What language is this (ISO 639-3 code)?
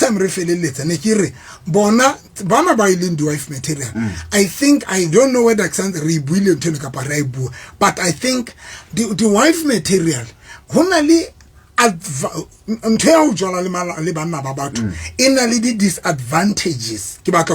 sot